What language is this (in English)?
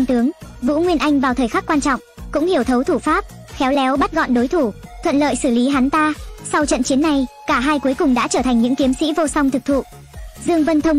Vietnamese